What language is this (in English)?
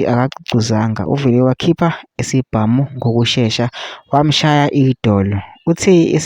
Zulu